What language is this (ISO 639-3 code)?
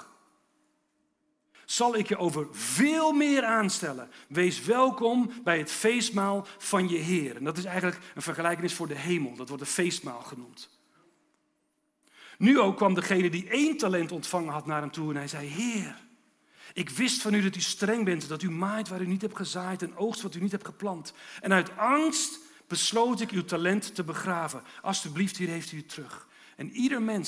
nld